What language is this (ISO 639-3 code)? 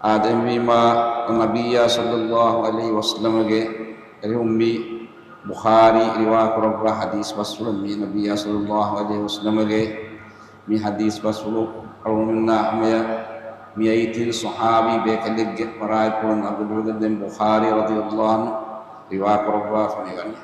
div